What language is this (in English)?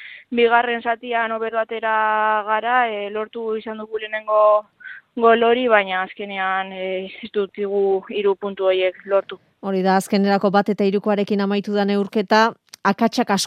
Basque